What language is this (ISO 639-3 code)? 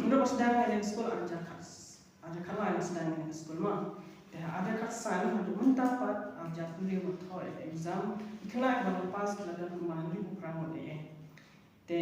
kha